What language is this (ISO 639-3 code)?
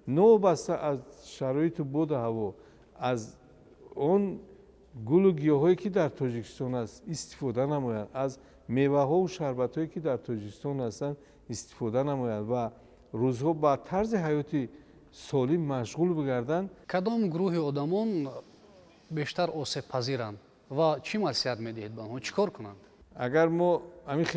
tgk